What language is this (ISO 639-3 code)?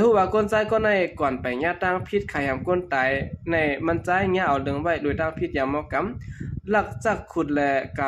shn